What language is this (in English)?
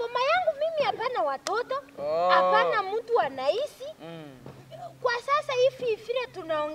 Swahili